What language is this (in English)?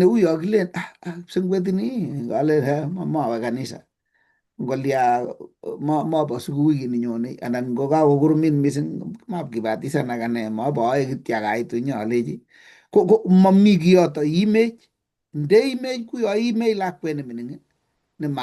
Kalenjin